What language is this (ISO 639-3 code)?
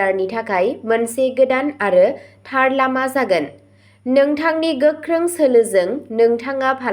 brx